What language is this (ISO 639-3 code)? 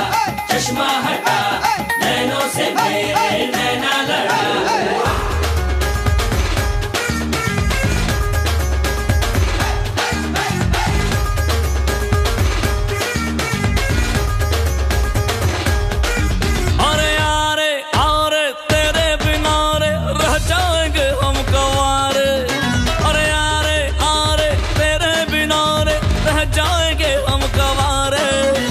hin